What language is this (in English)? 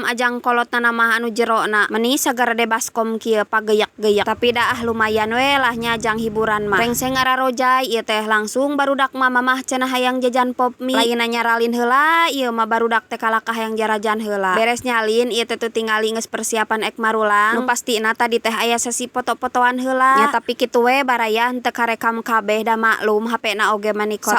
Sundanese